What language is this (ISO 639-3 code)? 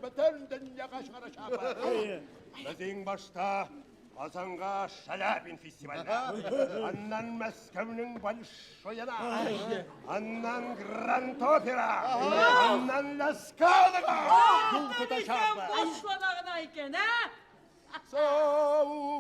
tat